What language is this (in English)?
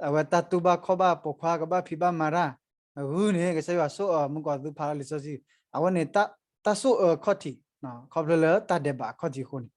S'gaw Karen